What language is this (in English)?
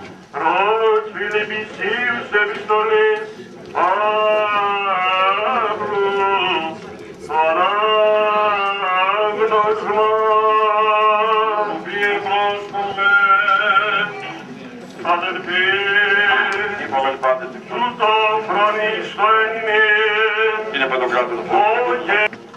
Greek